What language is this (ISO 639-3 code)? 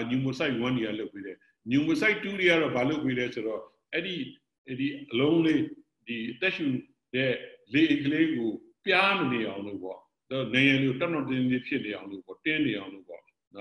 mya